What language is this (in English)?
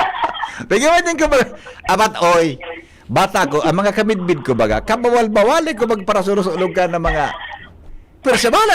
Bikol